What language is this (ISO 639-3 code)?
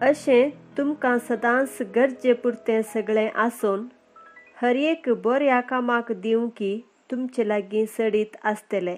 kok